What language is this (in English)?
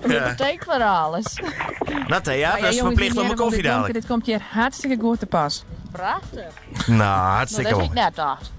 Western Frisian